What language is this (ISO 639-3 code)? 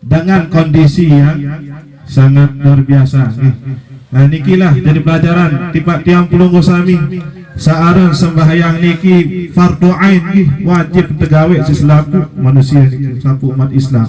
sas